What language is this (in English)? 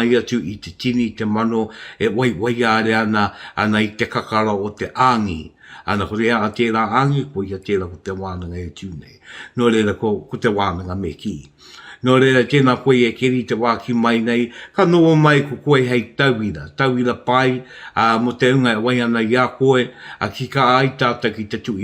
Māori